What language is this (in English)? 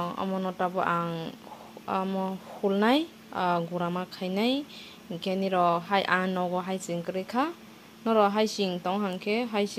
Kok Borok